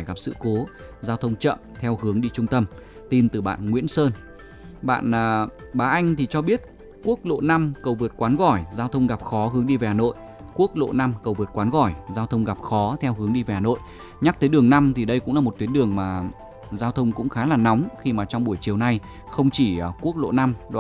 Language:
Vietnamese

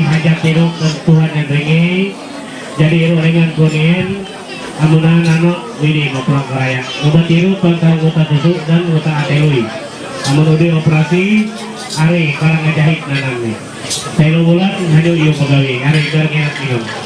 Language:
Ma'anyan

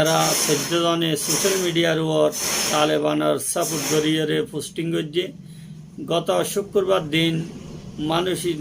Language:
Rohingya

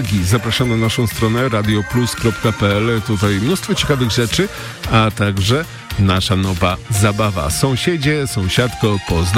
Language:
Polish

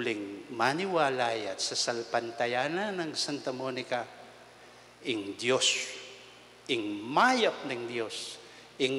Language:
Pampanga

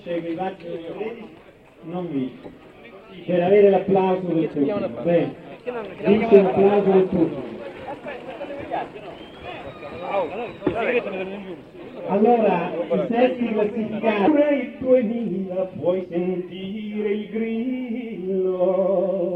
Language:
Italian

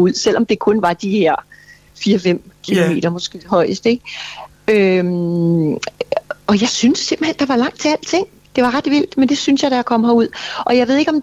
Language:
Danish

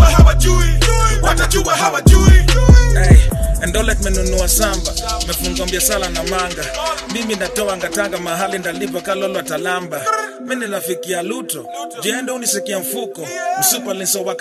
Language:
Swahili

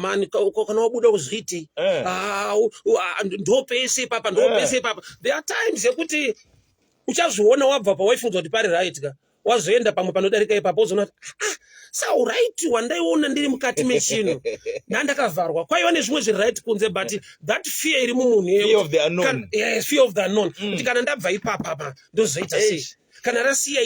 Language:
Shona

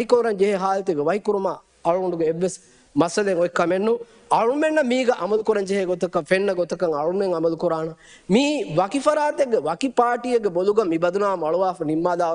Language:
Divehi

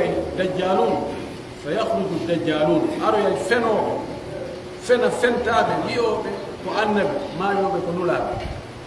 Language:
Pular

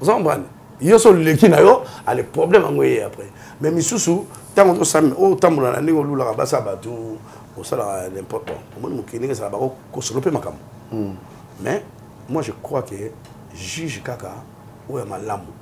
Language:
Lingala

